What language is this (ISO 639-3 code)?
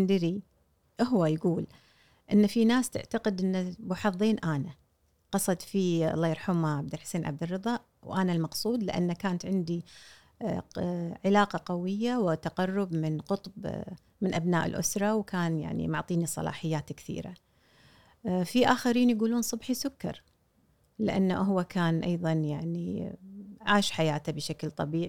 afb